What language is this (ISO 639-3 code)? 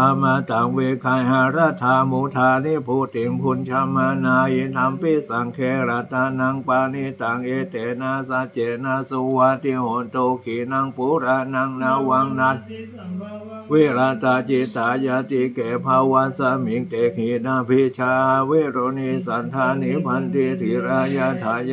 pli